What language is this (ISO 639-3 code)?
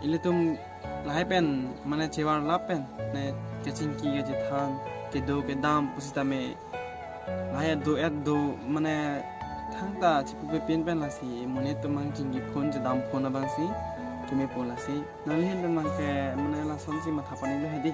mjw